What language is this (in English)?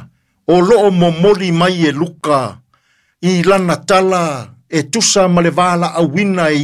Samoan